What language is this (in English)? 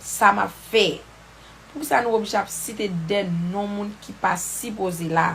Haitian Creole